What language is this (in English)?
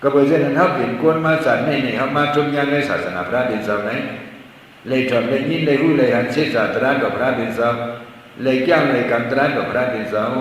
Shan